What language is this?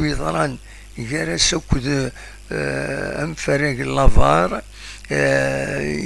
Kabyle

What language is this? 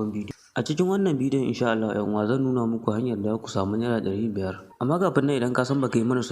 Hausa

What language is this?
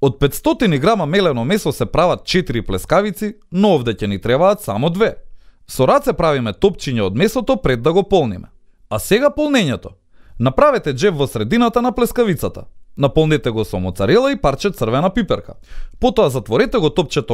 Macedonian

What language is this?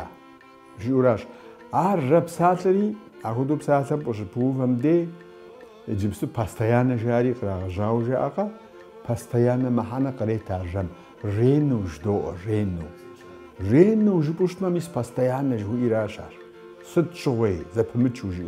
Kabardian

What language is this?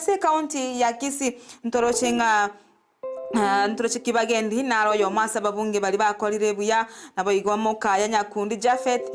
Gusii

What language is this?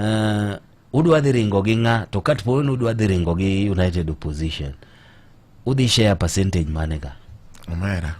Luo (Kenya and Tanzania)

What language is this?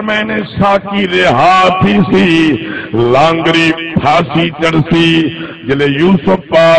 Saraiki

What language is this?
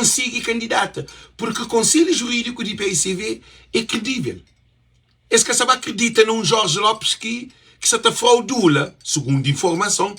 Kabuverdianu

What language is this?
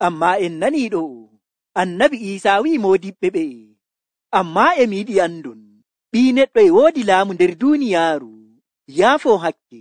Nigerian Fulfulde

